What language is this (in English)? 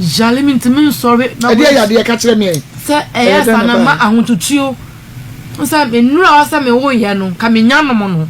Akan